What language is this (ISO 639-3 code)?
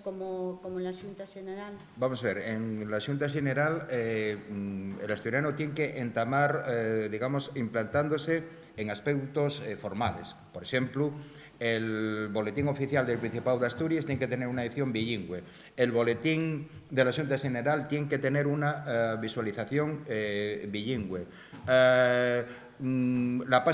ast